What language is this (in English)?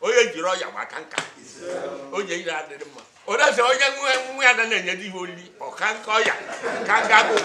Igbo